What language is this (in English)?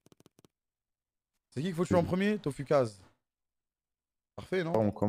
French